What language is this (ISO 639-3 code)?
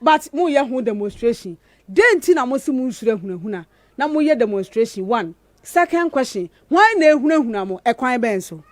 aka